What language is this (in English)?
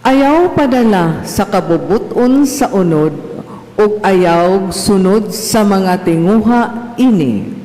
Cebuano